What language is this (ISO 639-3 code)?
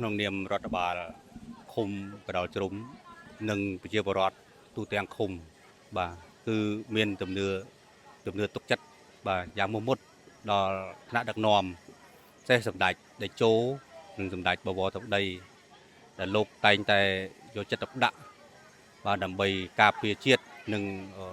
khm